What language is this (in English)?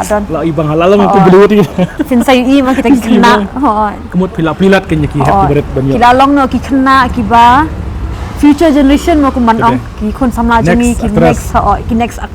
Khasi